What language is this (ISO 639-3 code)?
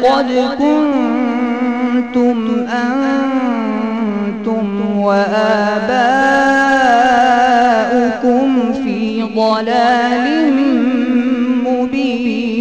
ara